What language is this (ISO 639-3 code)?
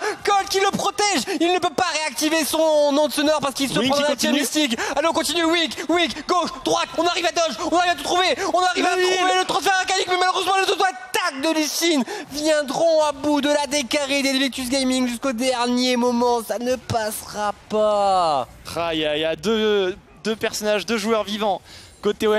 fra